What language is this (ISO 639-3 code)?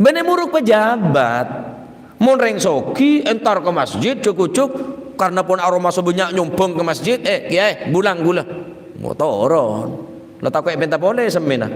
mad